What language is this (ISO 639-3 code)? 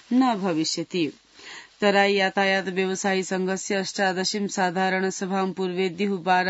san